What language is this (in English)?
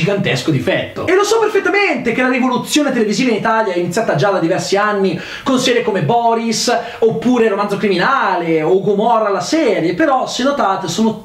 Italian